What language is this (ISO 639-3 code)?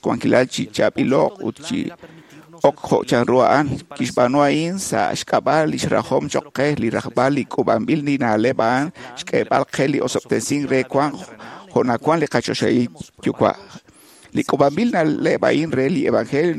kek